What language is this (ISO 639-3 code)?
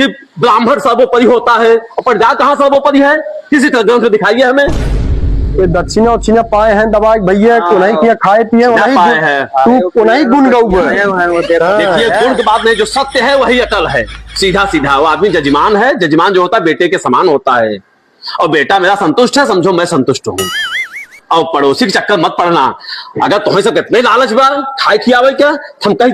awa